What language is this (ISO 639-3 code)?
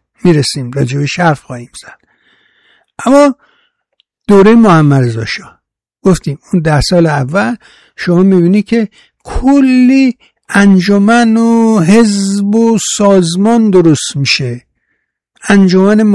fas